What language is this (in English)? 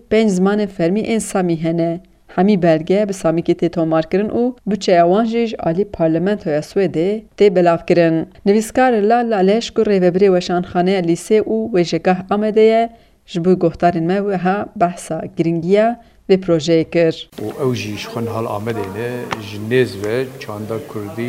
Kurdish